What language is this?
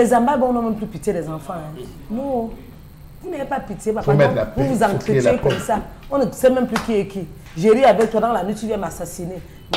French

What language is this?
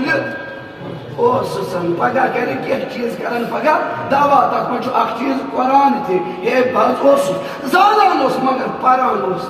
Kashmiri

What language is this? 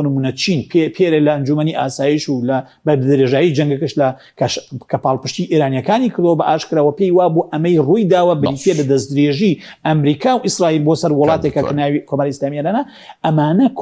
Central Kurdish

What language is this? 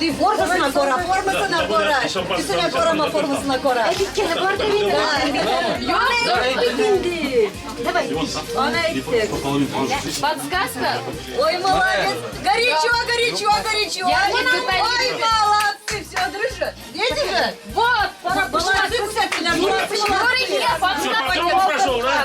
Bashkir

